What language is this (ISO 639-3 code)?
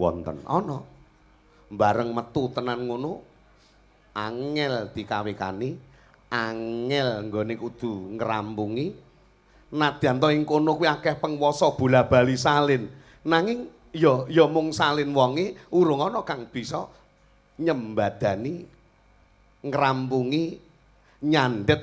jav